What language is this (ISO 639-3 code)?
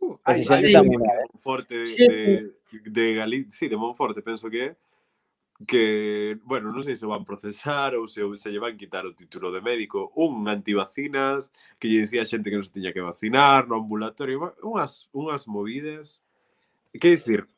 glg